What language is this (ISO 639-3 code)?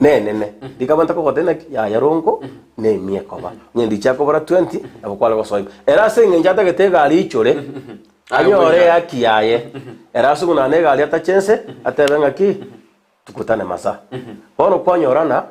guz